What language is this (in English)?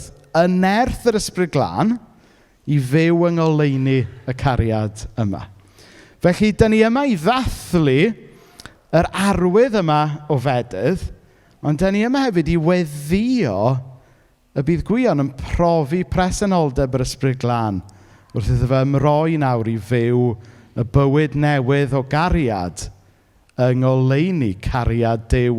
Welsh